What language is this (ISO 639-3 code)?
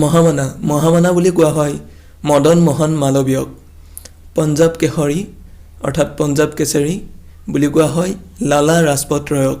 asm